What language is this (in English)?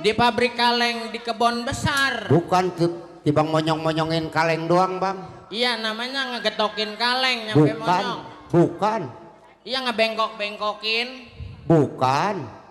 Betawi